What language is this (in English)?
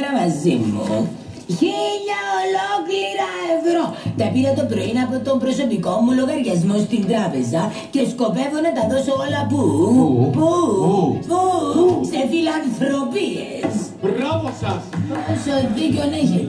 Greek